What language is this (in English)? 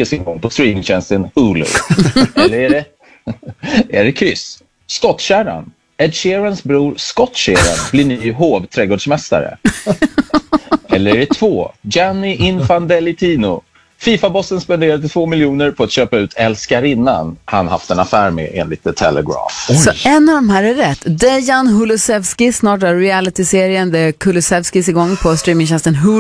Swedish